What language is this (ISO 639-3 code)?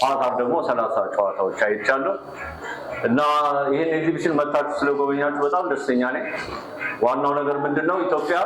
amh